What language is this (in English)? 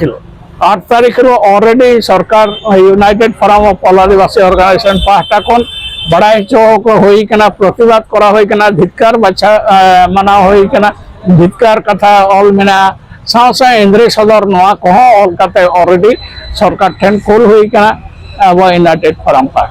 Santali